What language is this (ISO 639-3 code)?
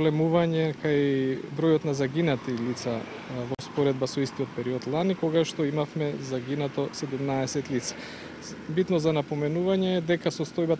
mkd